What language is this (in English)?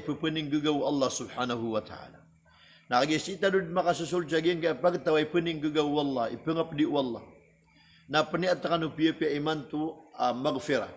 Maranao